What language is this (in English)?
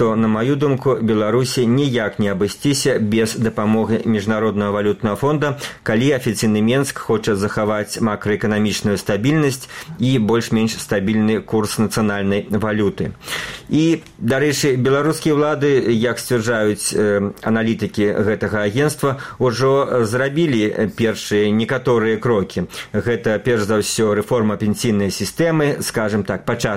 Belarusian